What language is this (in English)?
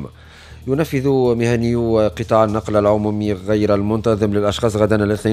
Tunisian Arabic